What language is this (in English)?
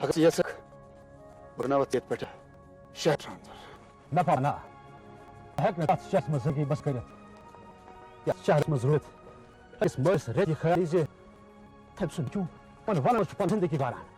Kashmiri